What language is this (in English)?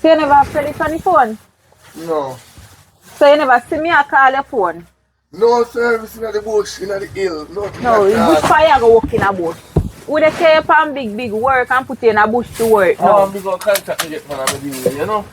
Jamaican Creole English